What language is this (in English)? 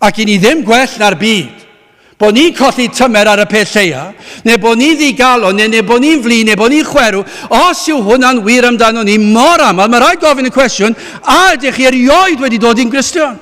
Welsh